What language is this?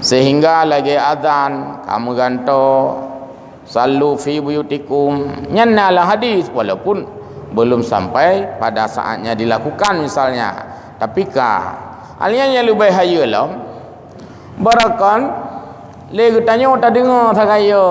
Achinese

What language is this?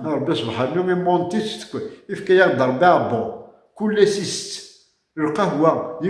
Kabyle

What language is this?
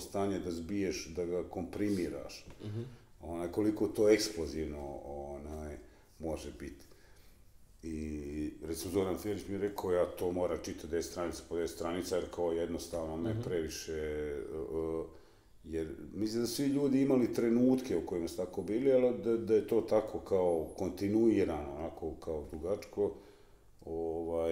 Bosnian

